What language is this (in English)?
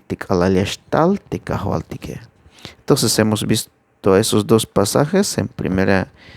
Tzeltal